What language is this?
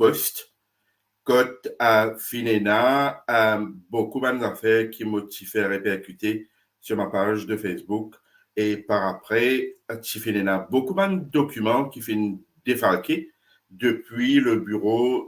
Morisyen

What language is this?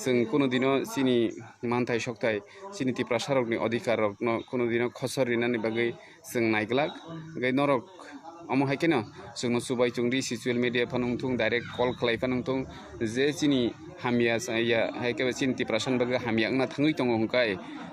Kok Borok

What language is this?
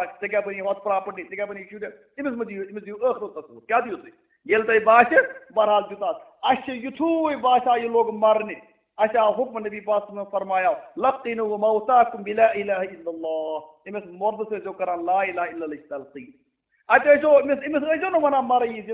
Kashmiri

